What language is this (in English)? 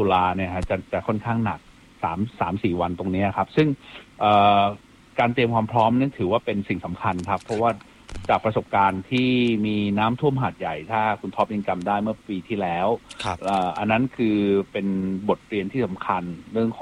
Thai